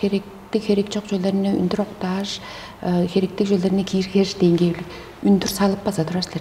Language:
Tuvinian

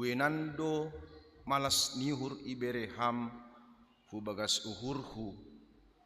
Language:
Batak Simalungun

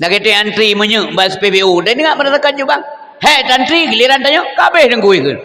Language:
Achinese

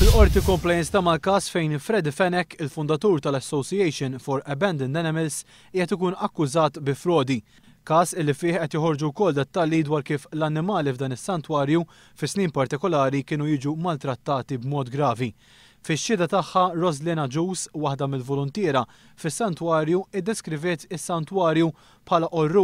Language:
Maltese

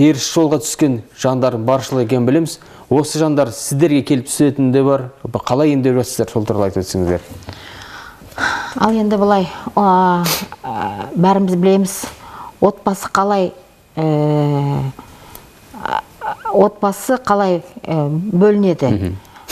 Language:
Kazakh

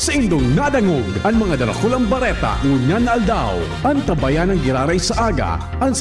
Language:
Bikol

